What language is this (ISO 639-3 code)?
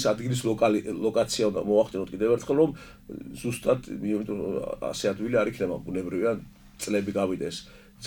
kat